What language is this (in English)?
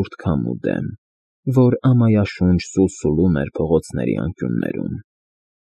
Armenian